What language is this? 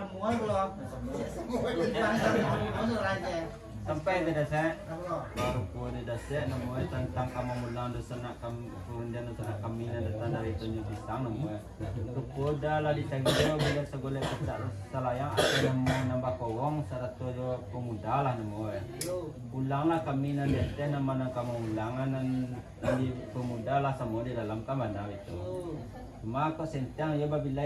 Minangkabau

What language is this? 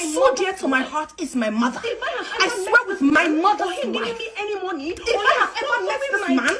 Nigerian Pidgin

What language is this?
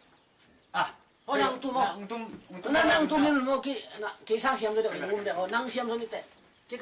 Tedim Chin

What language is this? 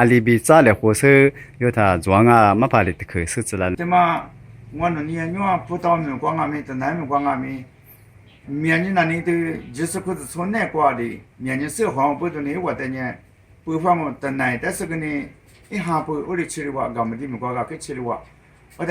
Lisu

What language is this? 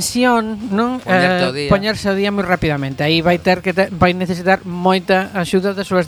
Galician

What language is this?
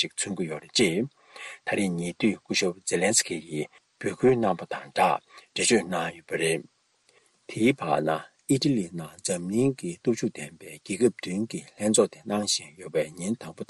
Tibetan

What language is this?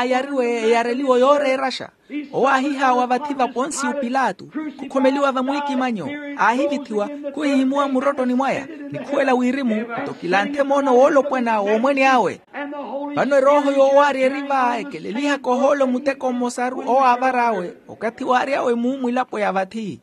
Makhuwa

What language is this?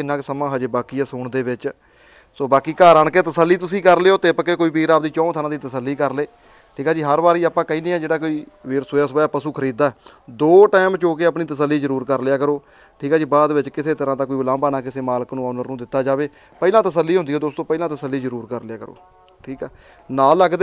Punjabi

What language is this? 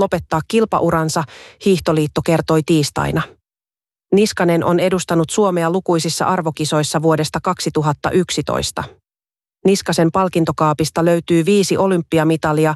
Finnish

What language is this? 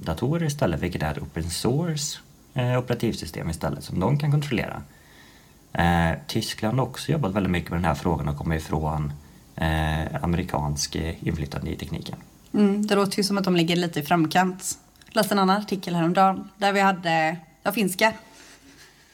Swedish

